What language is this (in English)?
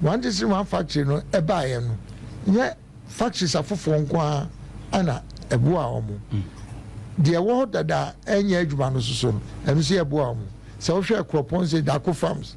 Akan